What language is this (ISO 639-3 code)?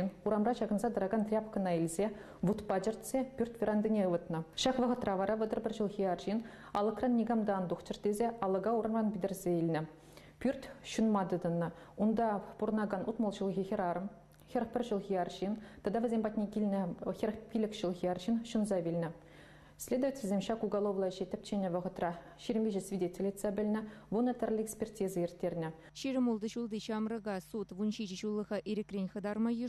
chv